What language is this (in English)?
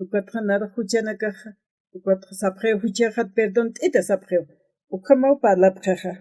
Aymara